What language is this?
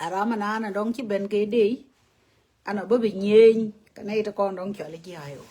Nuer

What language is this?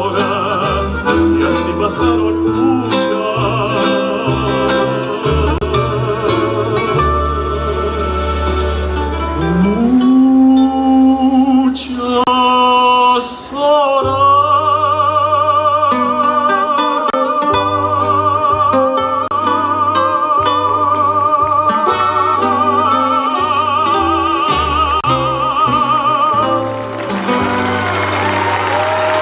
Spanish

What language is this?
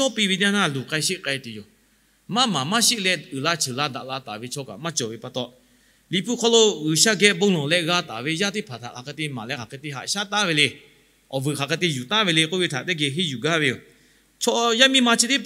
Lahu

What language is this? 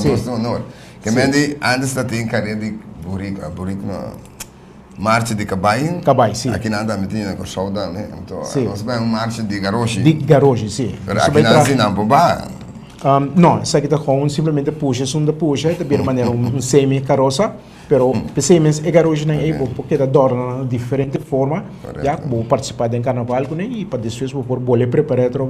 Papiamento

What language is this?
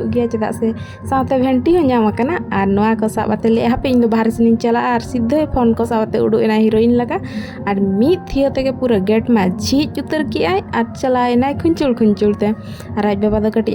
Santali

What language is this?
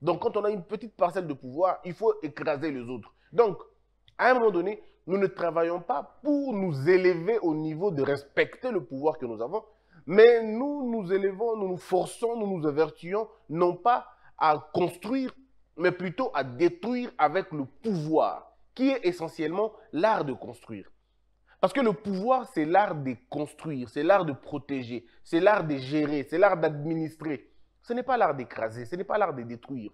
French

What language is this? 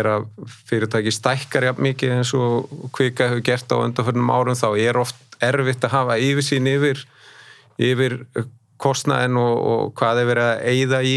Icelandic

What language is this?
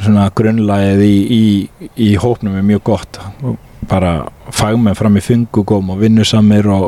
Icelandic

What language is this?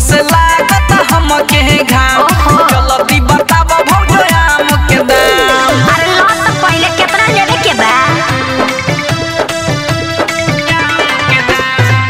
Bhojpuri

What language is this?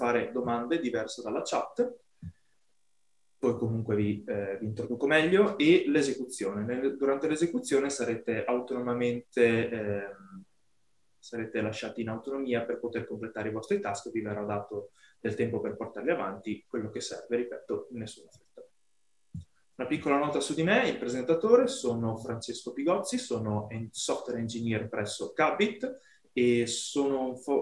Italian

